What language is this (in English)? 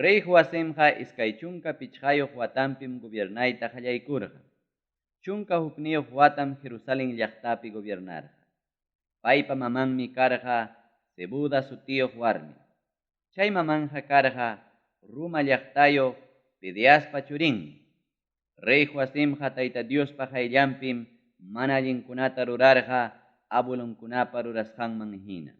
Ayacucho Quechua